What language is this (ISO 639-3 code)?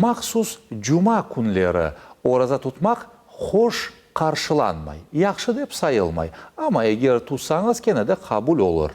crh